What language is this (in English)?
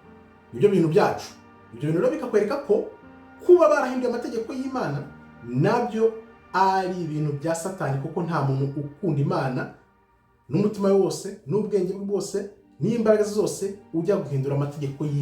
Kinyarwanda